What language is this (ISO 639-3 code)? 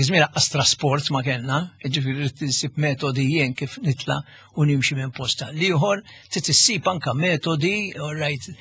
mlt